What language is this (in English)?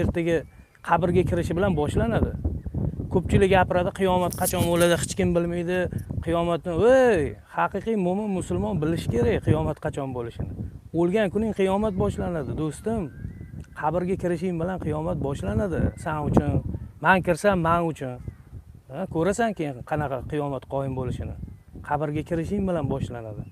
Uzbek